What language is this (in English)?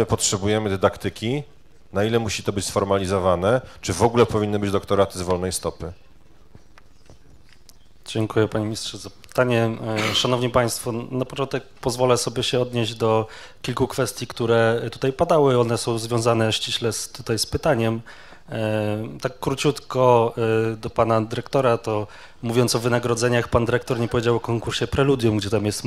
Polish